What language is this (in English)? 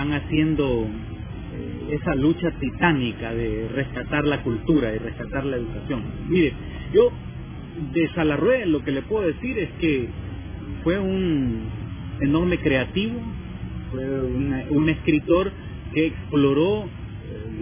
Spanish